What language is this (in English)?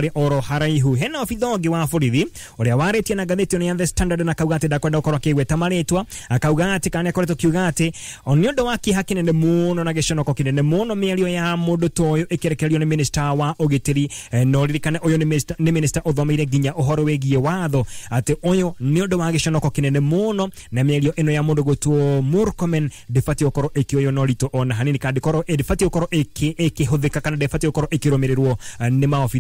Kikuyu